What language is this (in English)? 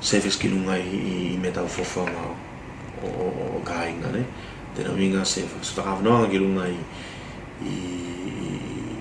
Tuvalu